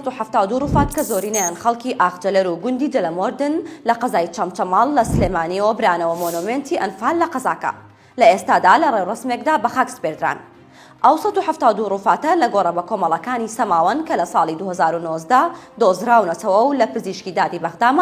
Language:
Central Kurdish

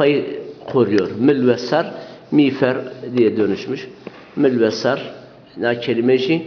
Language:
Zaza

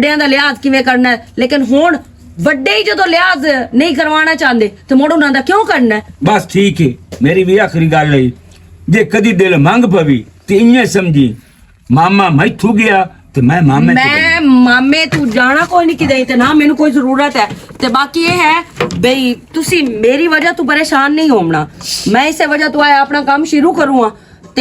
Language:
Western Panjabi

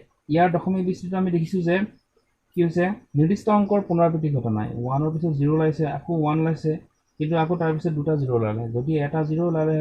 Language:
Assamese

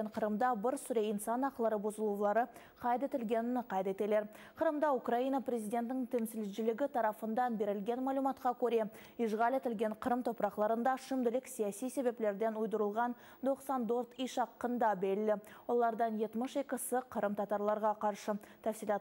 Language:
Crimean Tatar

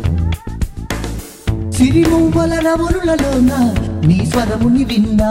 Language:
Telugu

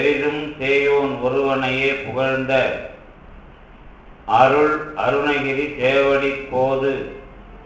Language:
Tamil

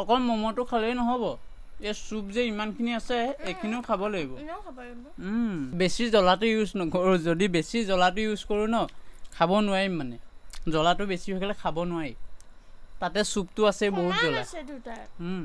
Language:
Assamese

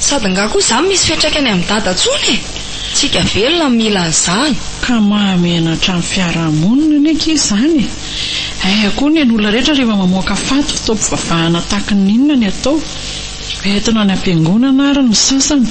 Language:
Malagasy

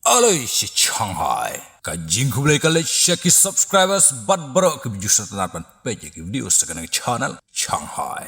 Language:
Khasi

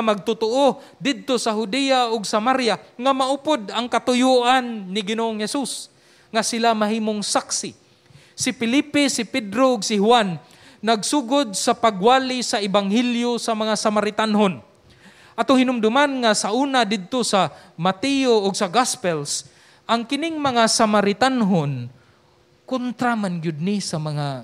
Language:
Cebuano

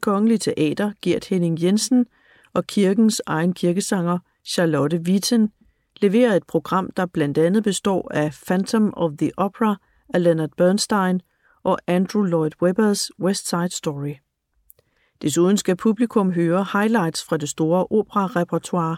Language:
Danish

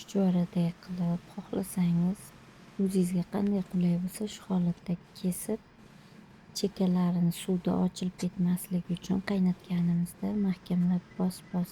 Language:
Uzbek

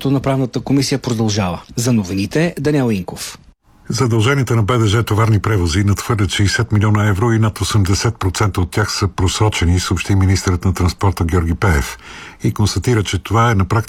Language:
Bulgarian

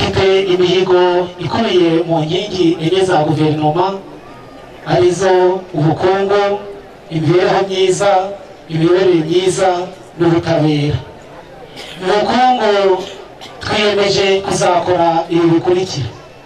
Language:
Kinyarwanda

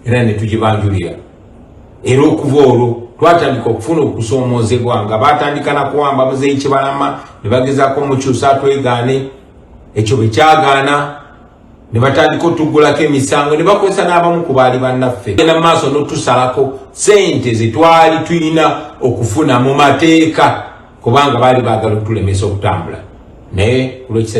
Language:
Ganda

